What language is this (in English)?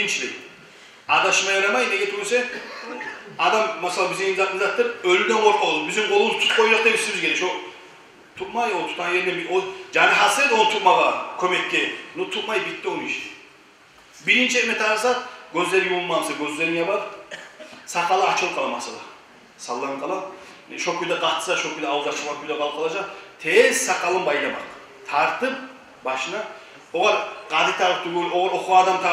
Kumyk